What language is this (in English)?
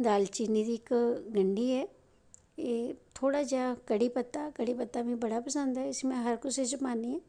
Dogri